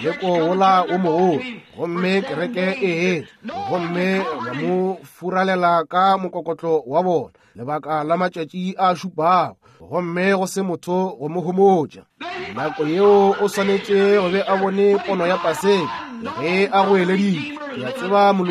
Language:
Northern Sotho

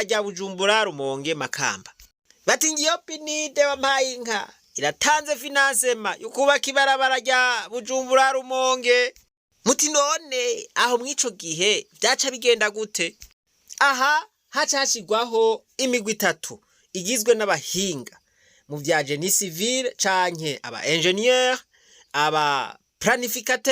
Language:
Rundi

